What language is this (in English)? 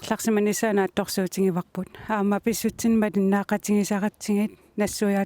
Kalaallisut